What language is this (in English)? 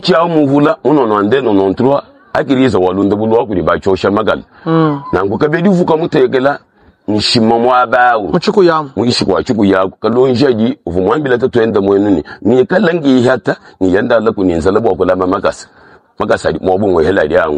Luba-Lulua